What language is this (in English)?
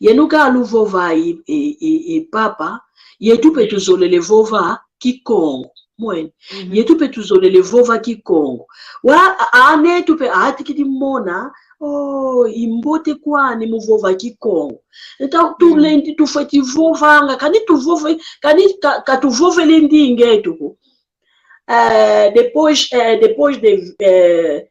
San Salvador Kongo